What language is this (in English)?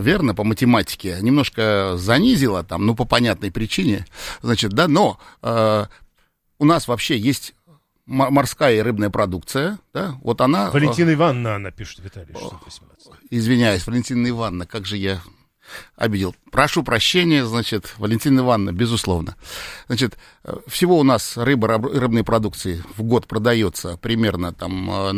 Russian